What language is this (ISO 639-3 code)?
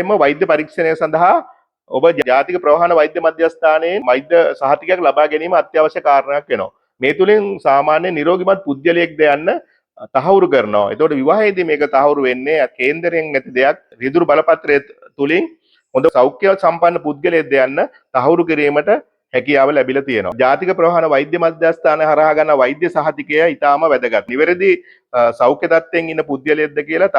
sin